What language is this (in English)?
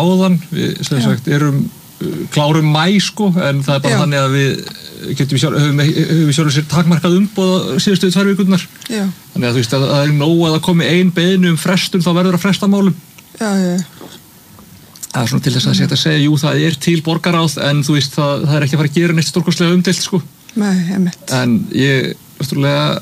Icelandic